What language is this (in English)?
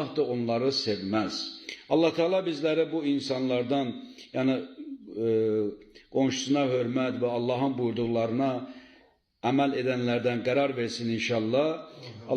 Azerbaijani